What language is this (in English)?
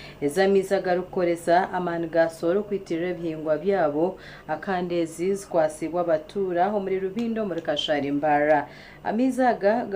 Nyankole